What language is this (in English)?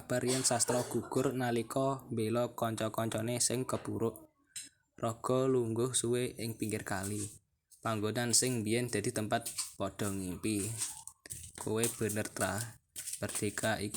Javanese